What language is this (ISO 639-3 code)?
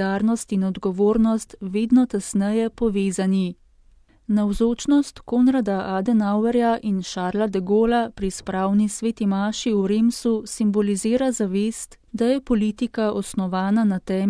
slv